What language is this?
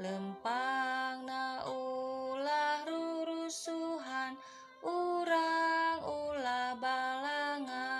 Sundanese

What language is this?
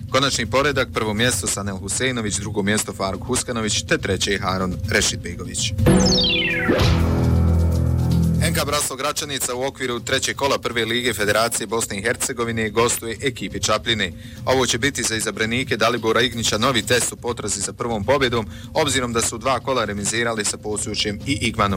Bosnian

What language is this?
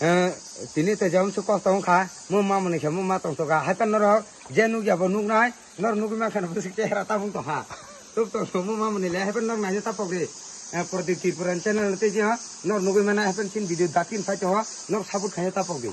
Kok Borok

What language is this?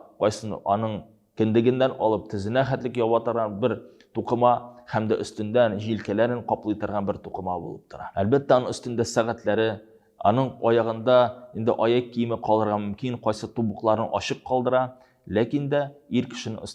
Tatar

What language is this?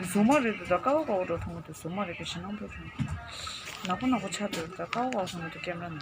Tibetan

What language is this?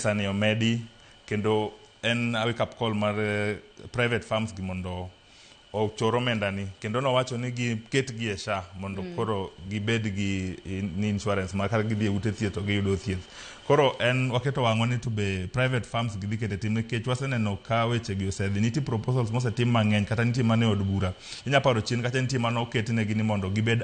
Luo (Kenya and Tanzania)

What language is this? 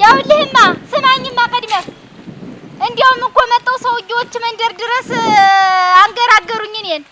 Amharic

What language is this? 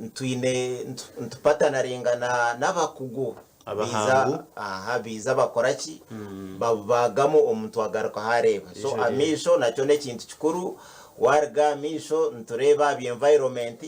Nyankole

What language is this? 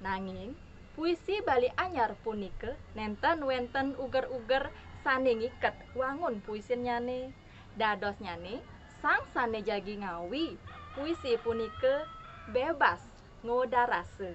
Balinese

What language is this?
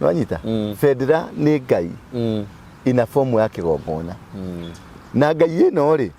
Kikuyu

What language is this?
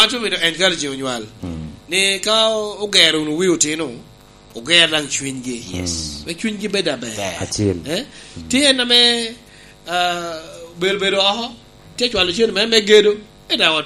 Lango (Uganda)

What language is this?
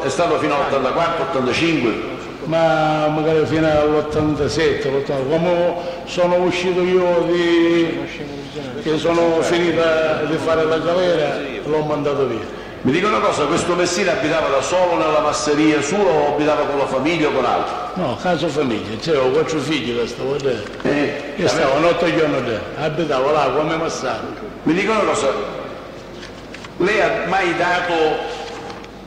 Italian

